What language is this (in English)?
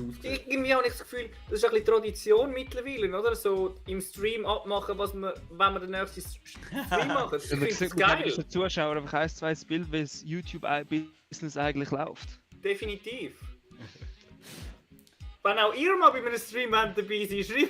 Swiss German